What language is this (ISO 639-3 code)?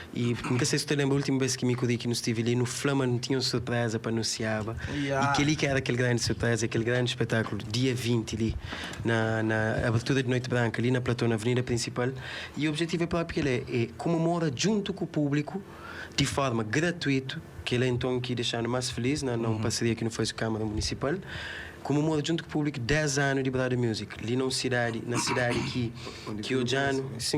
kea